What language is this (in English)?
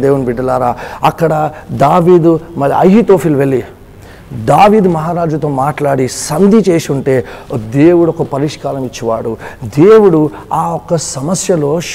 Telugu